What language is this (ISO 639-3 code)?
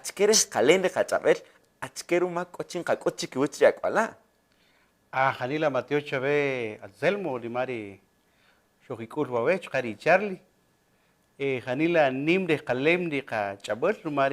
cak